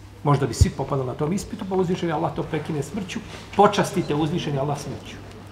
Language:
Bosnian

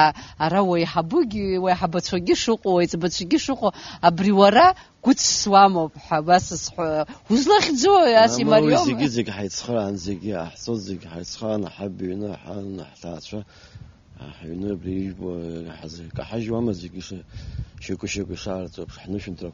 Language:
Abkhazian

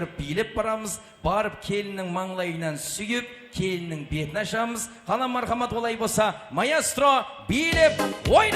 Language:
Kara-Kalpak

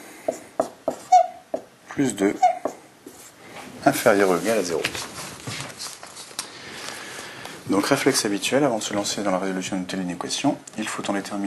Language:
French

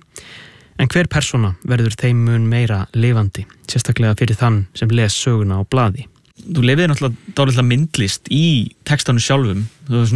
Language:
Icelandic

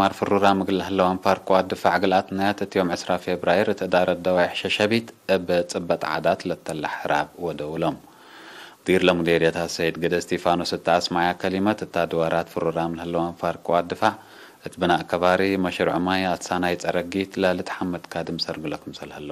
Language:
Tigre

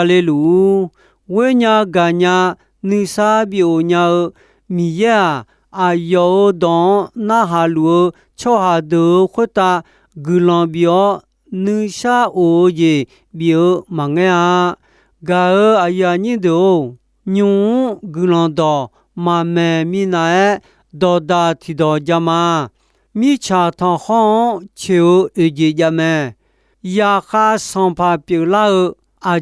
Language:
Akha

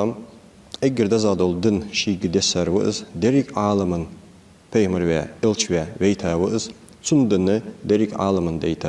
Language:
Ingush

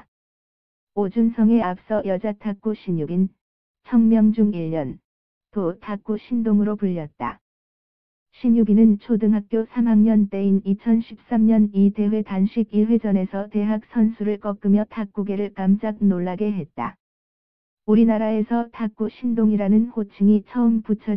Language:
Korean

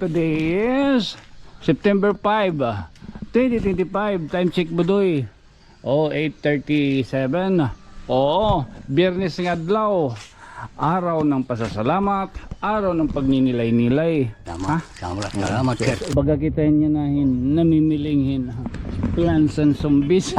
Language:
Waray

